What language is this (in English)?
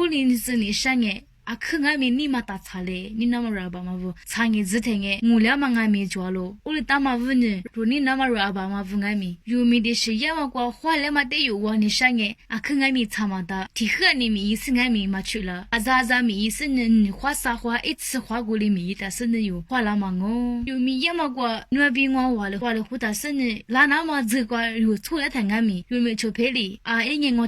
Lisu